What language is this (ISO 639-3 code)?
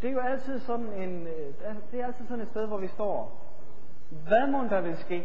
dan